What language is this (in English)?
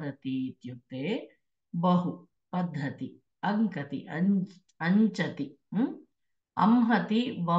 Sanskrit